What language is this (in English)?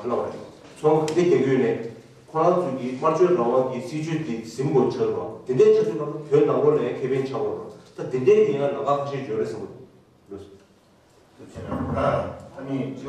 Tibetan